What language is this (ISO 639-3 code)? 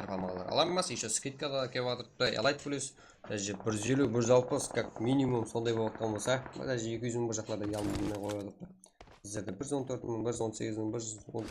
kaa